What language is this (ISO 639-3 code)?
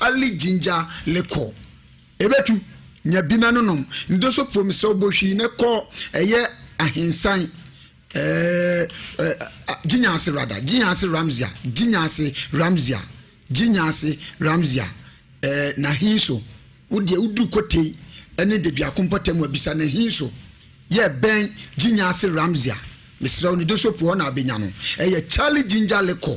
aka